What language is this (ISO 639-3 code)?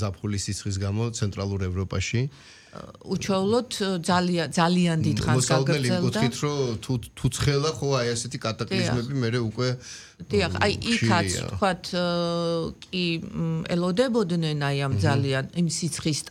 kat